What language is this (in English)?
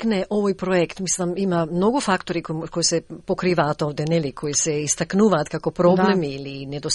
Macedonian